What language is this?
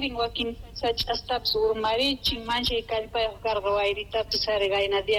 Quechua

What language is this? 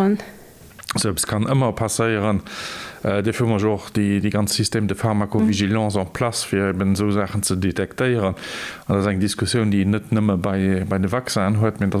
Luxembourgish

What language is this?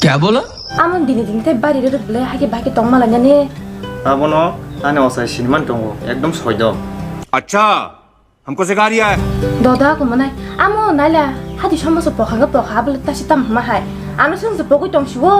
Kok Borok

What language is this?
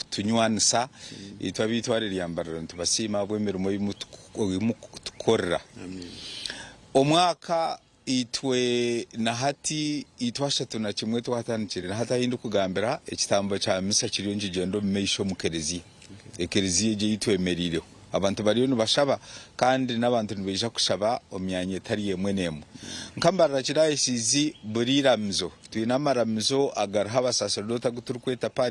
Nyankole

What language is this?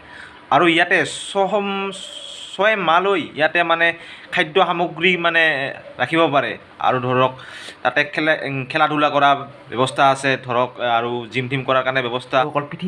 Assamese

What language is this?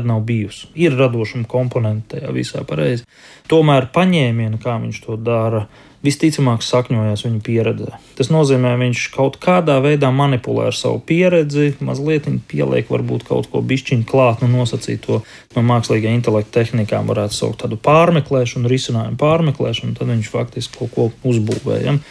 Latvian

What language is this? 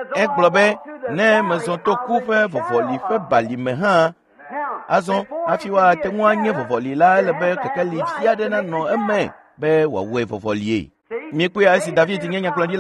Ewe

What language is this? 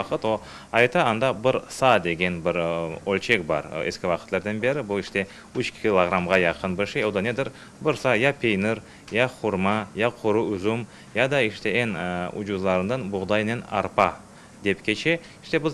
Crimean Tatar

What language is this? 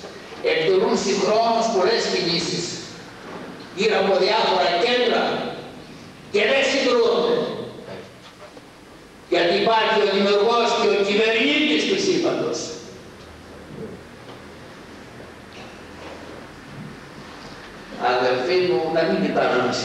Greek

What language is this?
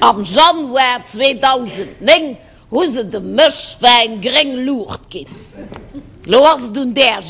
Luxembourgish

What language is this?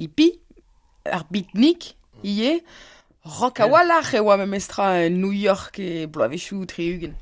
Breton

